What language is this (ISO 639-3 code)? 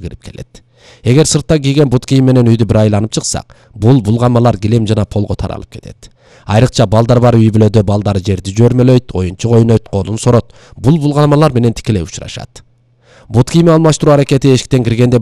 kir